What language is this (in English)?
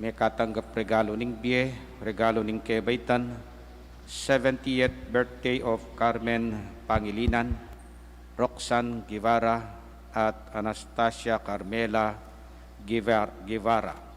Pampanga